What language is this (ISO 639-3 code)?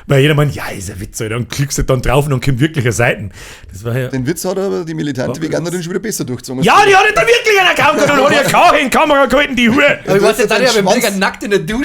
bar